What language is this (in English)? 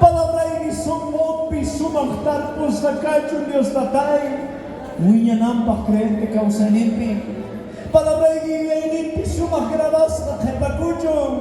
South Bolivian Quechua